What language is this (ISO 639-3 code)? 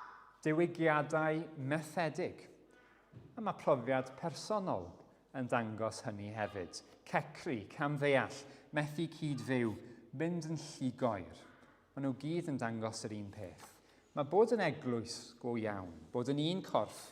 cym